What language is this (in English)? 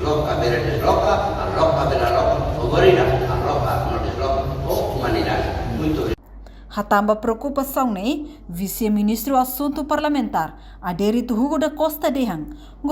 Tetum